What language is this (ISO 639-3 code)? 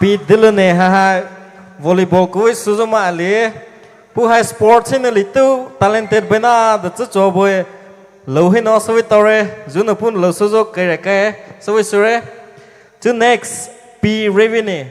pmx